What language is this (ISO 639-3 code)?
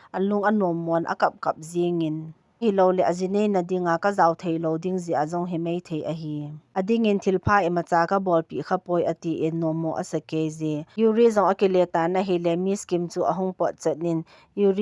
tcz